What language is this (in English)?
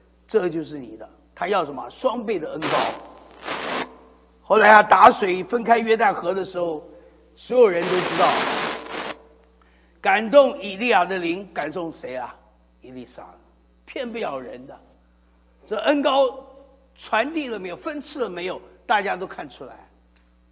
Chinese